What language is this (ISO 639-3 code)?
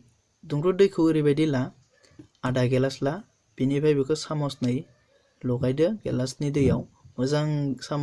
brx